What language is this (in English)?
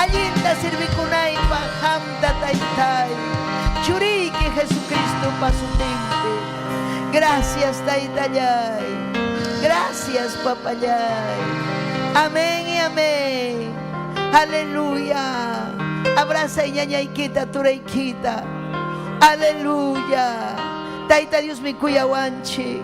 Ayacucho Quechua